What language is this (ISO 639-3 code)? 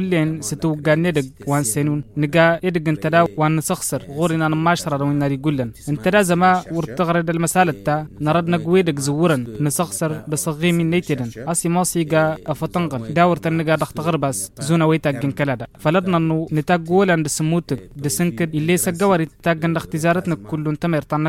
taq